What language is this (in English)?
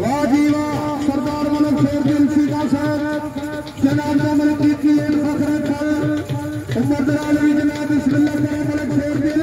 Saraiki